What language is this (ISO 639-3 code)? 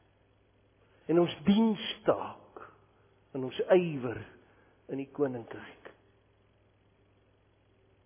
afr